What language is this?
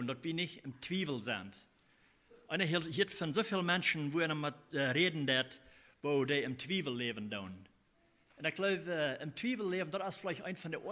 Plautdietsch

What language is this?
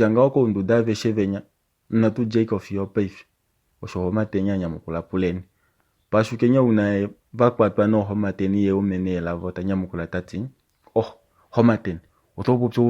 Kuanyama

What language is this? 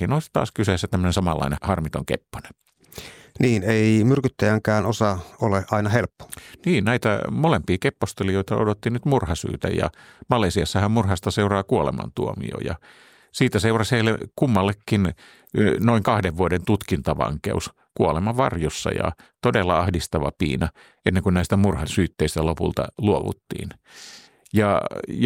Finnish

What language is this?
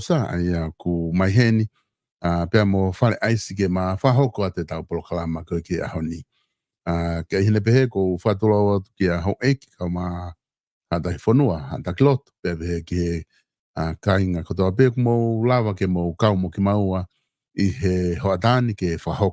Tongan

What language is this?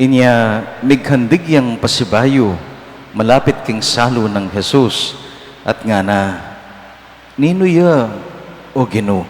Pampanga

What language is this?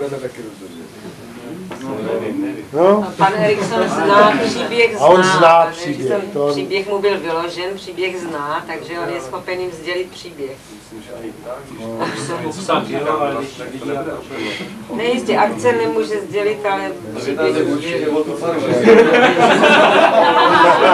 Czech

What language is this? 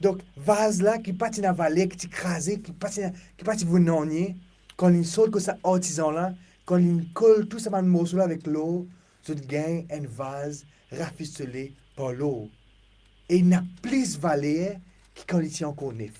Morisyen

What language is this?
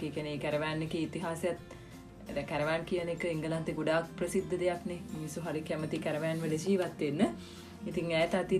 Sinhala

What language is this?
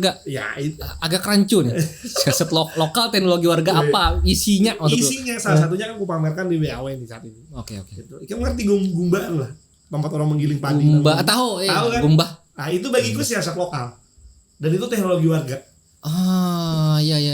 Banjar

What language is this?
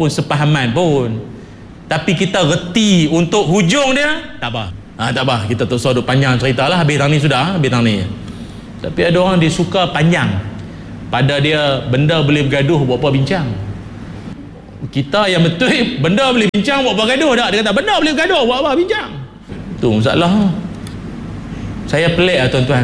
Malay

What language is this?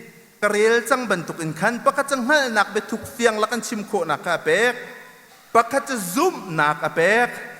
Hakha Chin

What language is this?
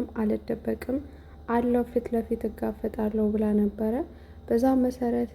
Amharic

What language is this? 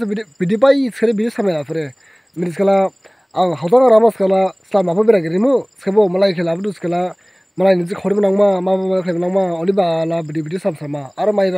Dimasa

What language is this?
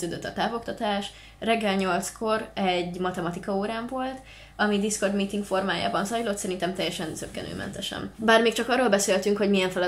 Hungarian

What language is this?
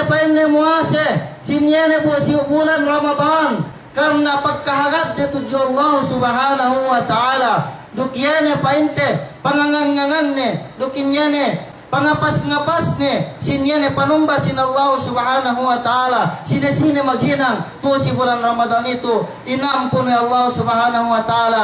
Yakan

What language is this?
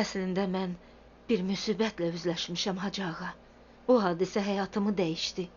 Azerbaijani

